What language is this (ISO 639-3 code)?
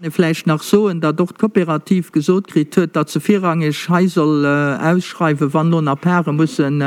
ltz